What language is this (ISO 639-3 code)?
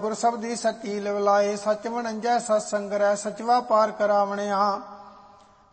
pan